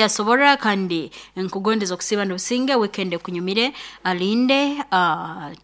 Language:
Nyoro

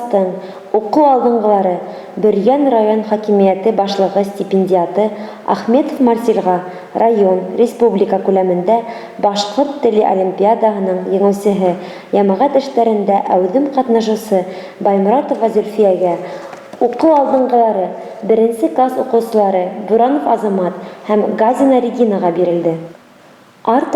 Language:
Bashkir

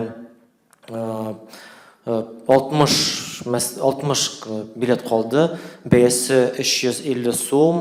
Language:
Tatar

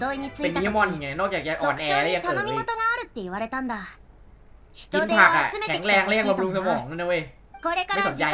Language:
Thai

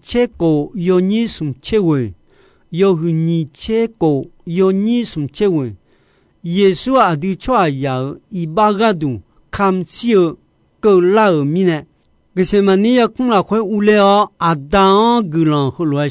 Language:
Akha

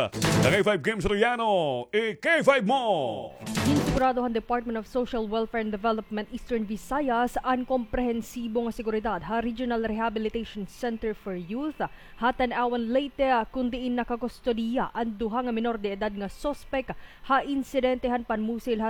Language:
Waray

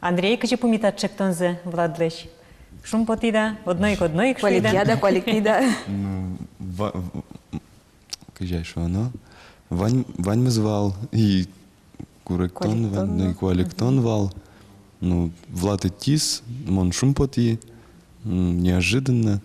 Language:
Udmurt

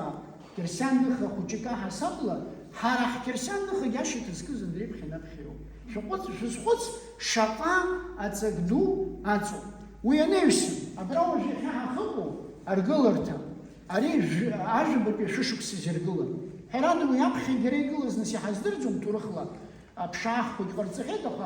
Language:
Abkhazian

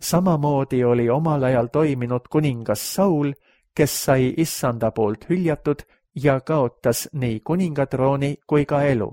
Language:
Estonian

